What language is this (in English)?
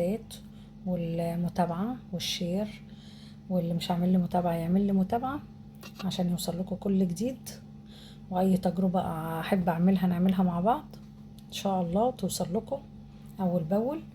Egyptian Arabic